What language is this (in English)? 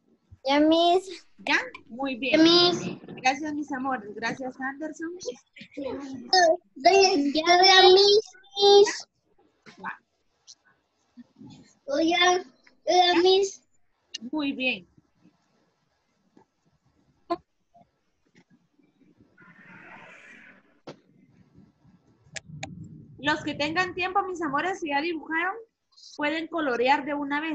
Spanish